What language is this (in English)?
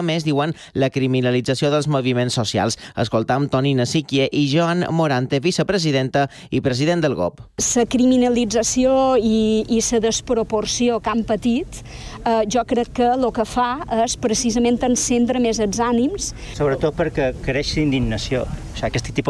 Catalan